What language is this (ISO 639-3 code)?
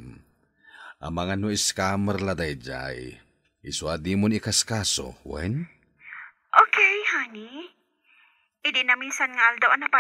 ilo